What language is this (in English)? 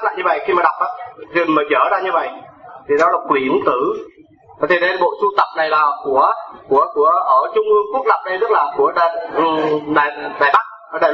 Vietnamese